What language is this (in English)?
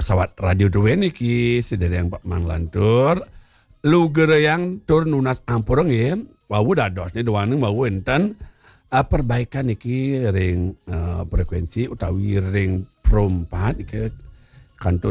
Balinese